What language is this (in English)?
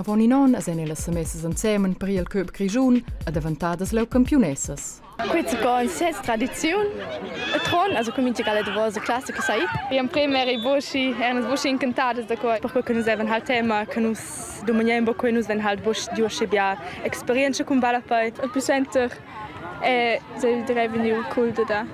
Romansh